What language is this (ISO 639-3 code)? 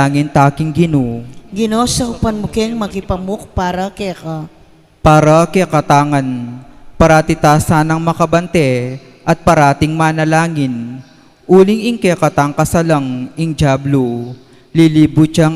pam